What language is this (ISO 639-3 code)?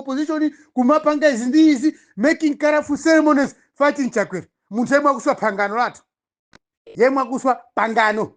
nya